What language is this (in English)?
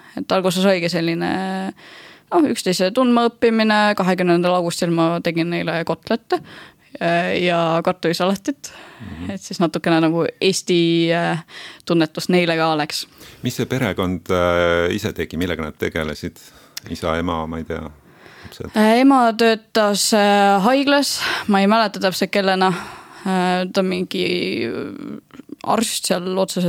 Estonian